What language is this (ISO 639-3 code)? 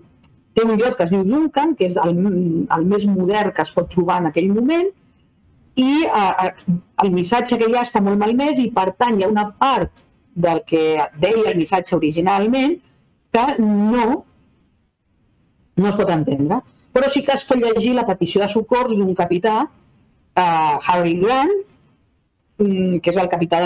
cat